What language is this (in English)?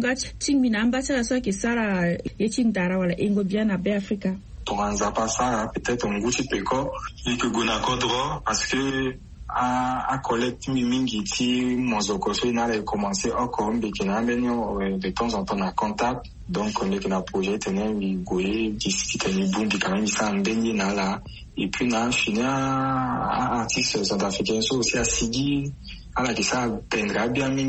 Sango